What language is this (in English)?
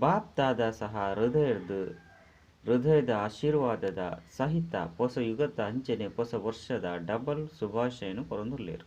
Tulu